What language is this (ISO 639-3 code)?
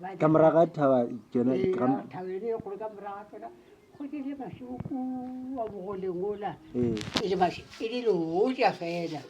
nso